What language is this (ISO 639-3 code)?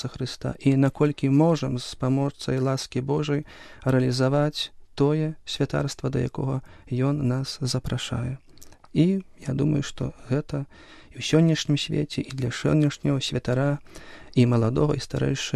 bel